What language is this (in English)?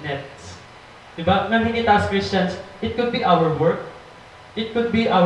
Waray